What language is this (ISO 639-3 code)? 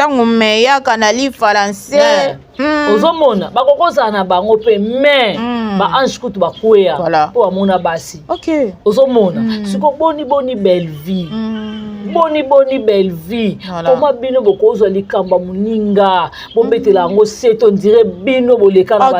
lin